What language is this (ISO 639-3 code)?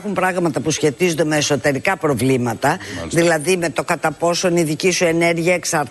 ell